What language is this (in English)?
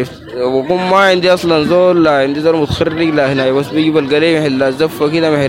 Sudanese Arabic